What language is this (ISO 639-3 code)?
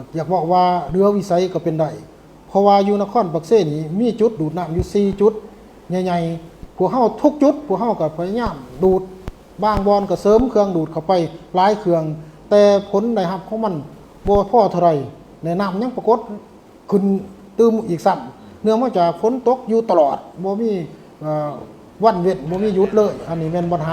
lao